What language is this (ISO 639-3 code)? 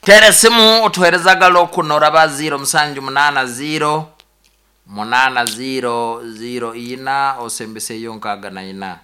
nyn